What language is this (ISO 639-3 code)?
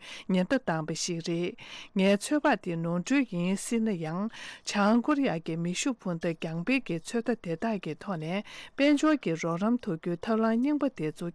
bod